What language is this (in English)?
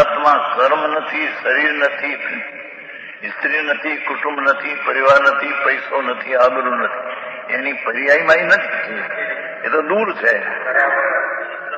Gujarati